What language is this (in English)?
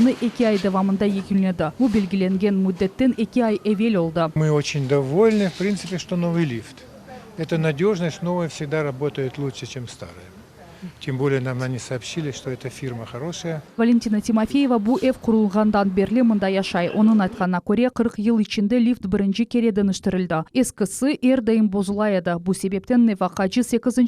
Crimean Tatar